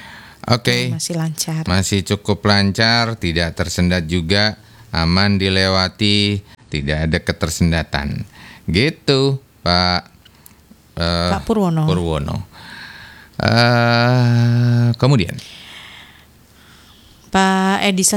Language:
Indonesian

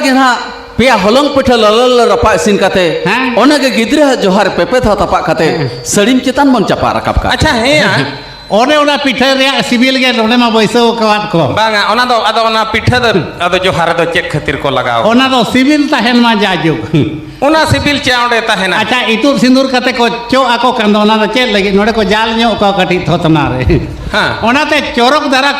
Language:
Santali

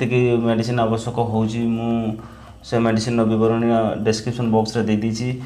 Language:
Odia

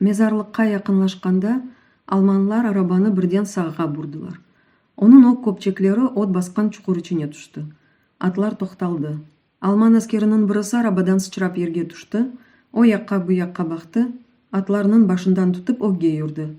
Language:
Crimean Tatar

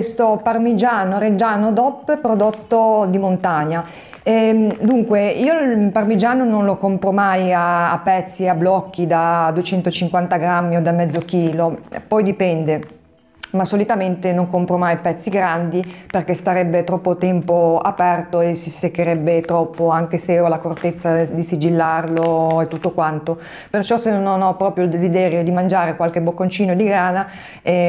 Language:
Italian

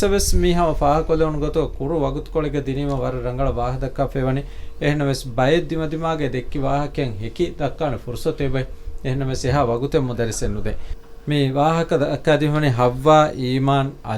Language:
Divehi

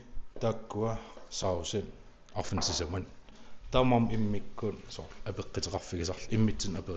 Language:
Kalaallisut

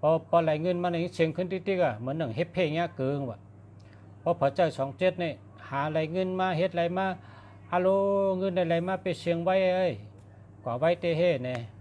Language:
Shan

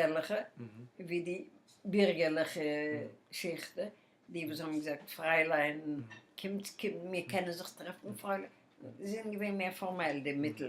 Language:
Yiddish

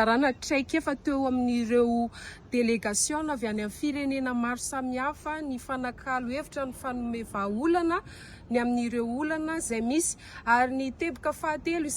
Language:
Malagasy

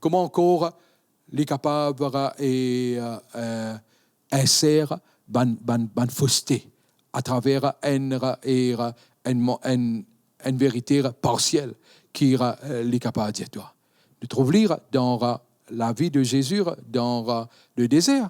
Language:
Morisyen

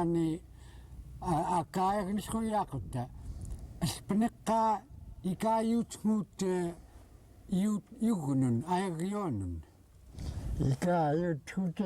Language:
Central Yupik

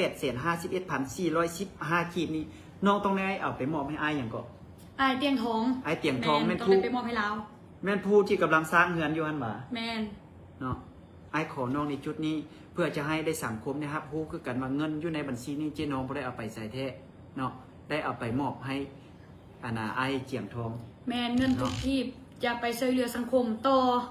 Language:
Lao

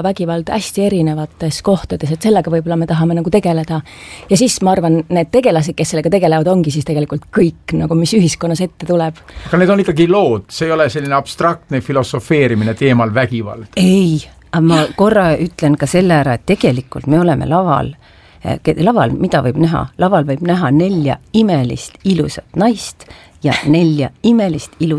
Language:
Estonian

